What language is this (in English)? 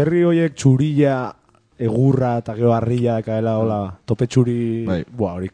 Basque